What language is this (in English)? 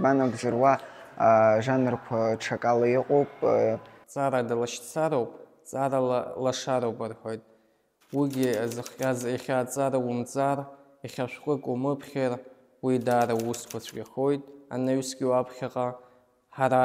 Abkhazian